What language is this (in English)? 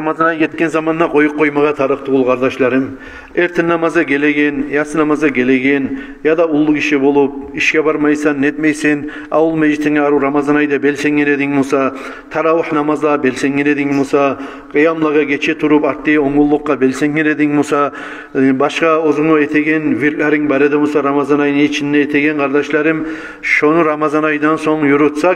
Kumyk